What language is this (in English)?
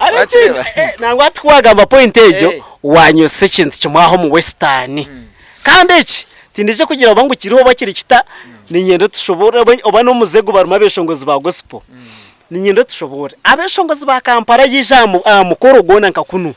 Nyankole